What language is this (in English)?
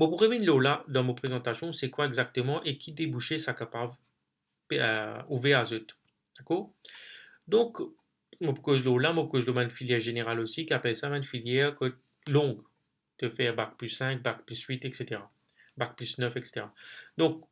Morisyen